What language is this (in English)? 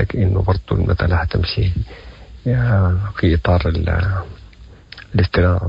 Sudanese Arabic